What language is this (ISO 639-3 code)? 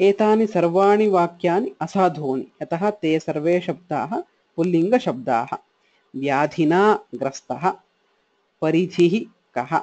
san